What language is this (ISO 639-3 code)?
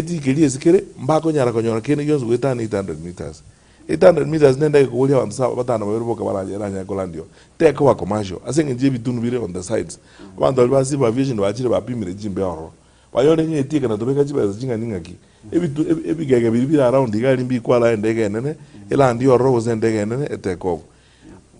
guz